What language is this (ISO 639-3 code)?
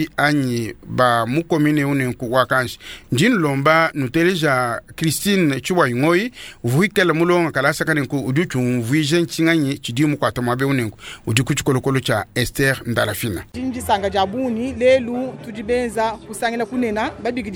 lua